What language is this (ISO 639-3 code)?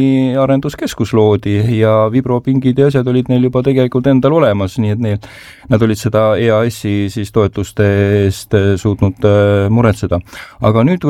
est